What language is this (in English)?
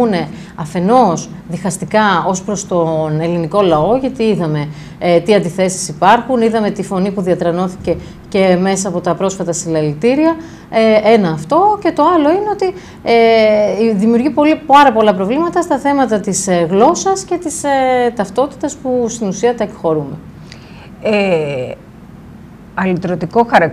Greek